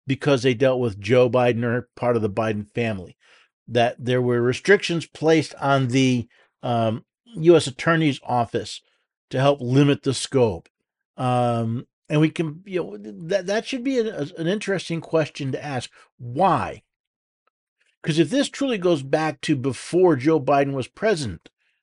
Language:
English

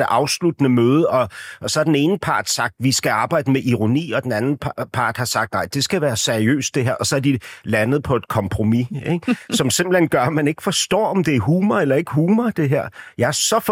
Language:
Danish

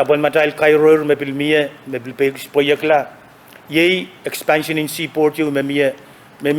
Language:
Pohnpeian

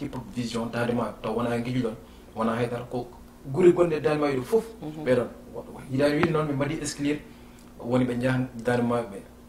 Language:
Fula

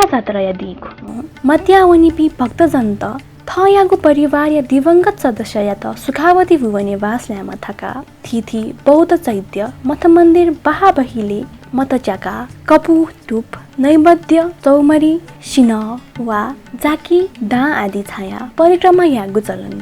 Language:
Newari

